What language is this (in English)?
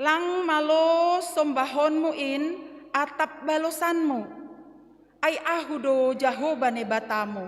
Batak Simalungun